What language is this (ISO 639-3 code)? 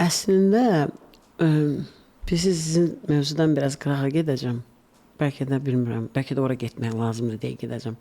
aze